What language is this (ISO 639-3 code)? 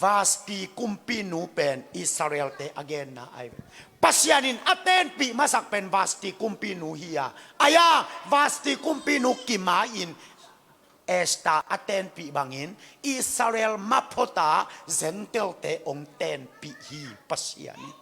ctd